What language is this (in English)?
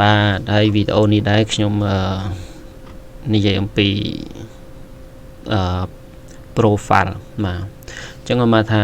Khmer